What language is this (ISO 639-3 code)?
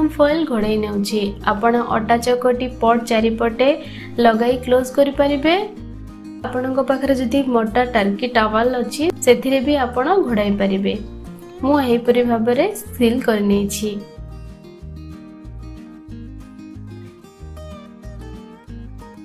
ori